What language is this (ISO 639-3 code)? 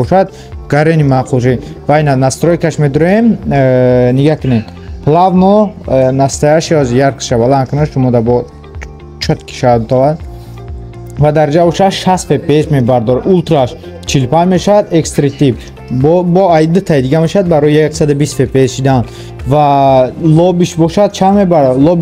tgk